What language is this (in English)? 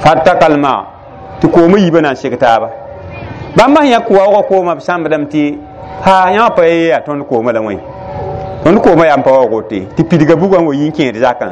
Mossi